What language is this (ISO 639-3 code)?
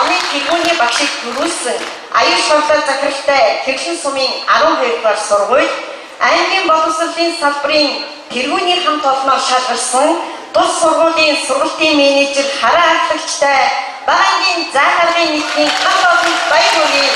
mon